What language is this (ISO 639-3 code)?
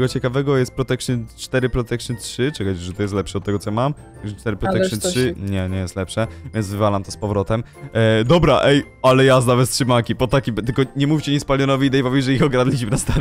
pol